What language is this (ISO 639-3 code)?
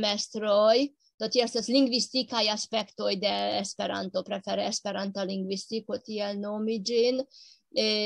epo